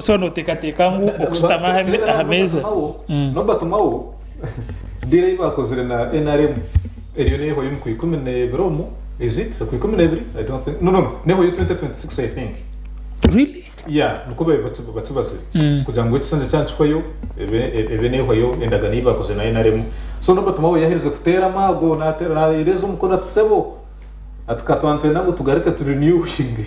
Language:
Nyankole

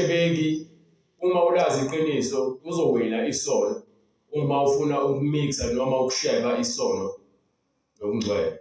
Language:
Zulu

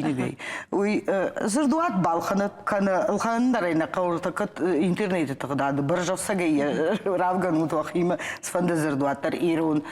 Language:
Ossetic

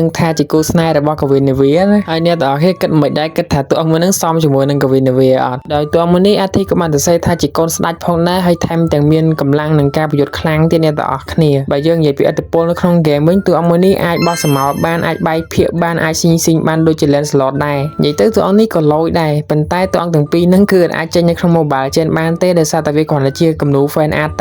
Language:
Khmer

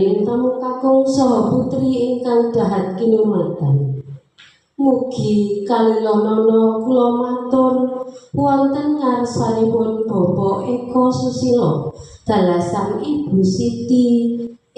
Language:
Javanese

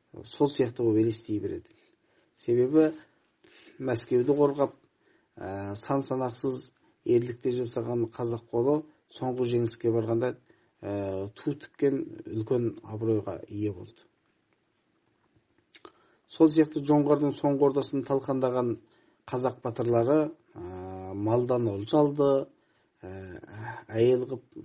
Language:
Kazakh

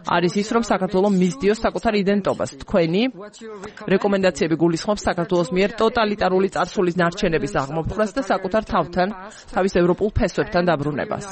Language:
Georgian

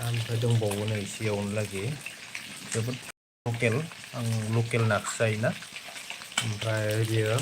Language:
Bodo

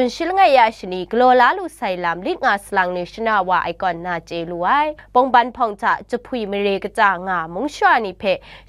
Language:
Kachin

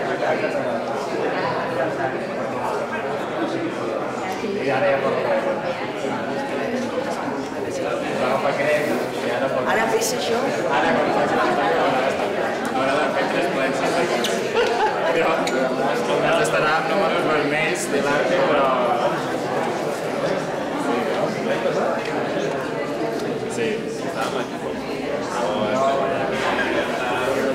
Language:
Catalan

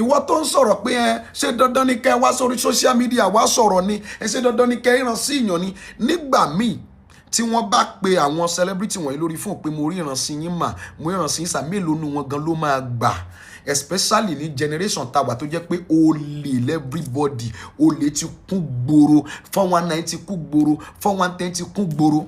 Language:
Yoruba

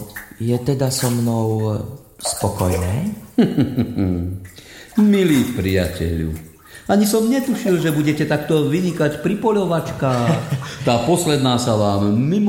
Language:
Slovak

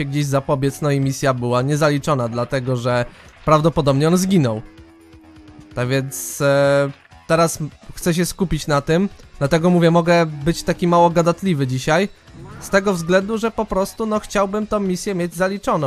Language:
Polish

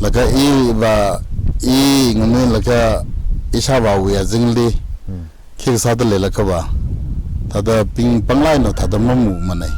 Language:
Tangkhul Naga (India)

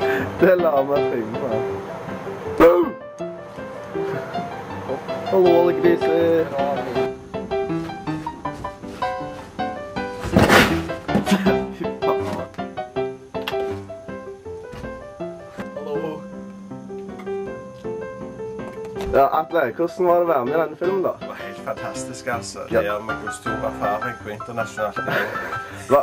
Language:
Norwegian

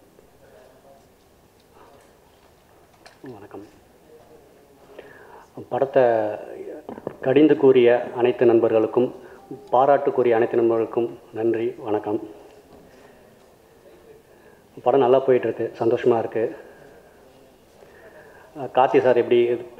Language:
Tamil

